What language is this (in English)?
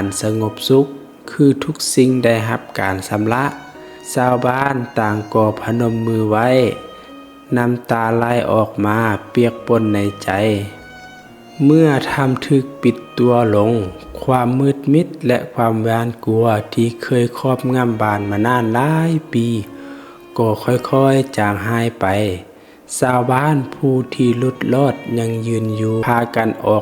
Lao